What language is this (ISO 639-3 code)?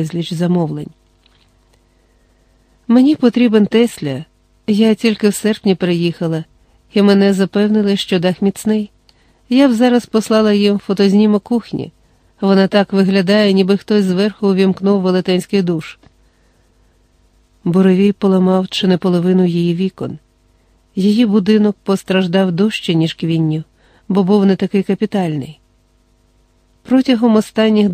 ukr